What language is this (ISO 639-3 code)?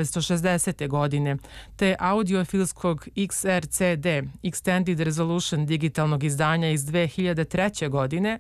srp